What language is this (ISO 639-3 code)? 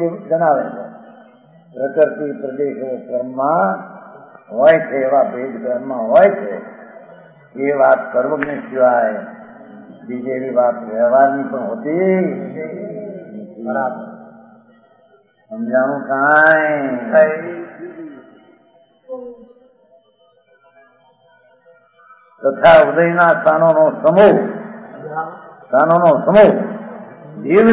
guj